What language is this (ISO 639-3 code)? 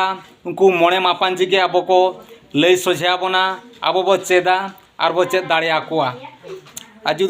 sat